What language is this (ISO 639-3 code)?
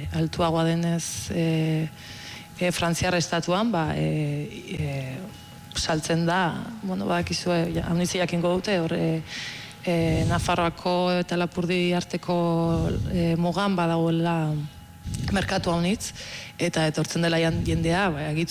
eus